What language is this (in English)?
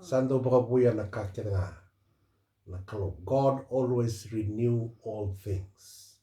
Fijian